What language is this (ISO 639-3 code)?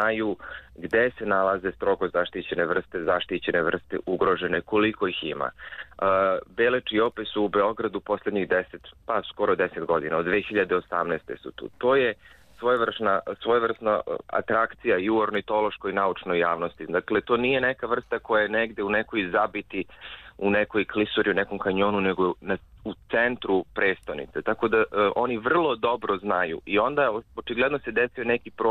srp